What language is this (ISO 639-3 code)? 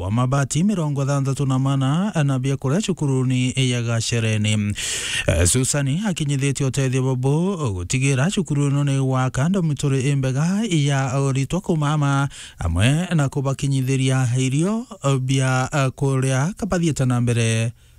mer